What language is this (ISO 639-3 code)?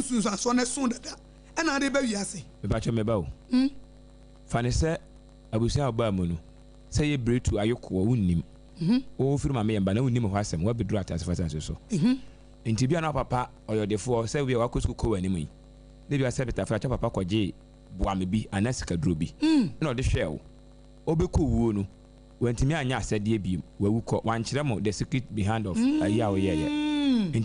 aka